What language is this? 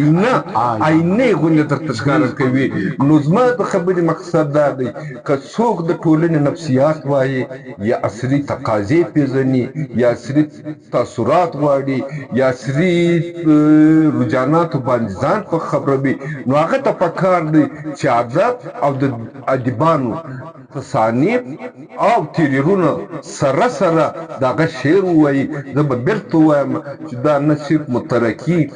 Pashto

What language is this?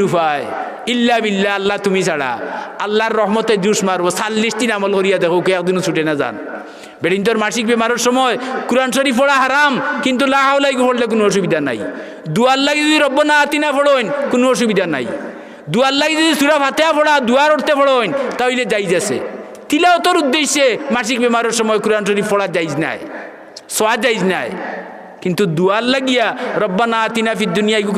Sylheti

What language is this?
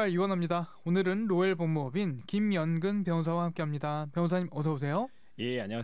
Korean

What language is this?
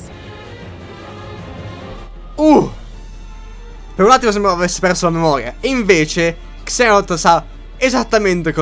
Italian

